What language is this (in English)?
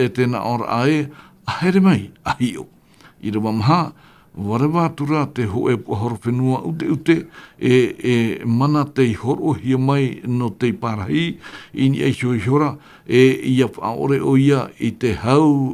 Tahitian